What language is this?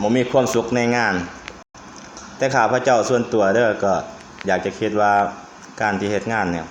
Lao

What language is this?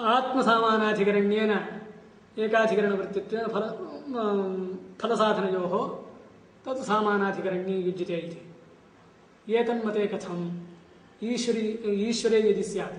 Sanskrit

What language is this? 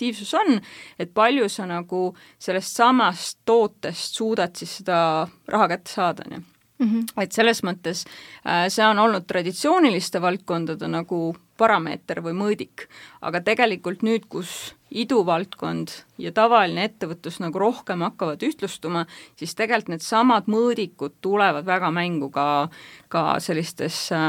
Estonian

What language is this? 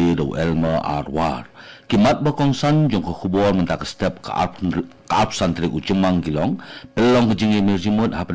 Khasi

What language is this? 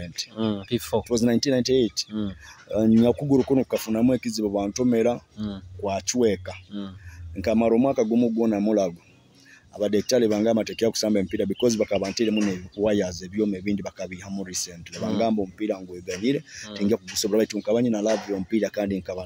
Nyoro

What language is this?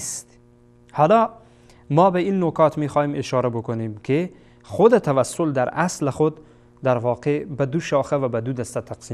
Persian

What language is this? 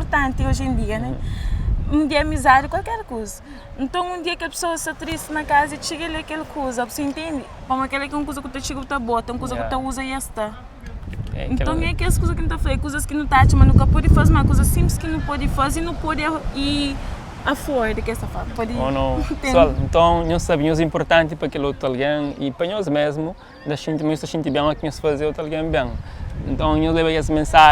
Kabuverdianu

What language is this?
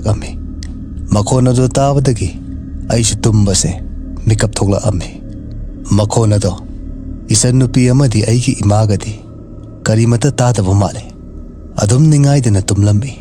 Manipuri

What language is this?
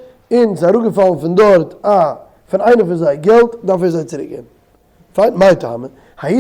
Yiddish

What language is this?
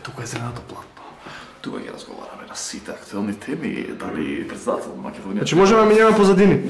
Macedonian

